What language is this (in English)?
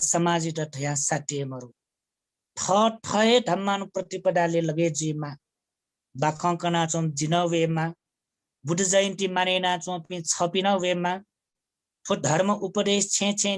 Newari